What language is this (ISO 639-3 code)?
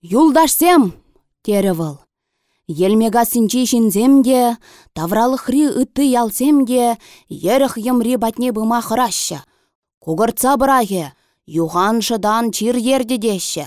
chv